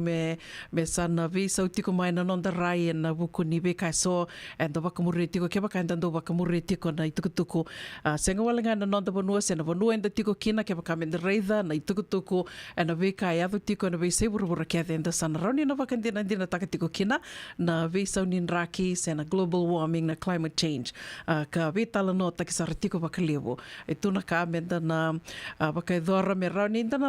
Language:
Fijian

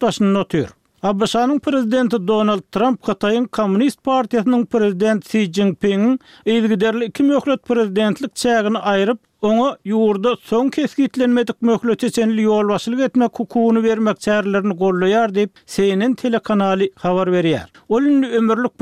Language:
Turkmen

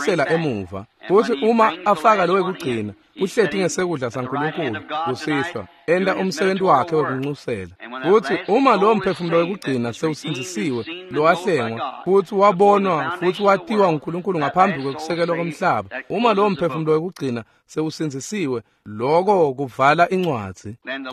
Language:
Swati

